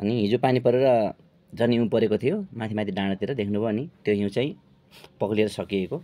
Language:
Nepali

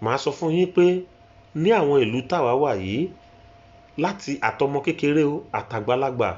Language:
Yoruba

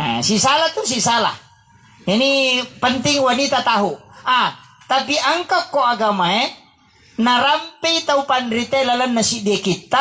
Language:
Buginese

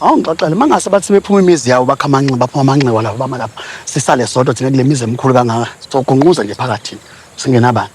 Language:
Zulu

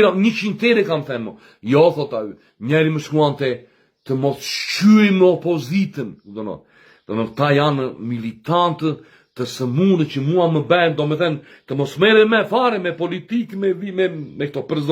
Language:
Albanian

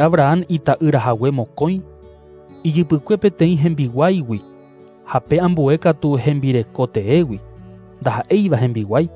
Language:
Guarani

